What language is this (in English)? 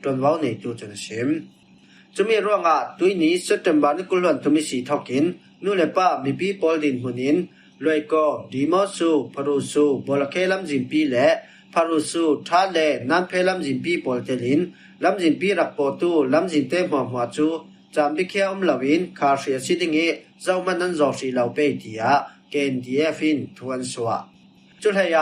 Falam Chin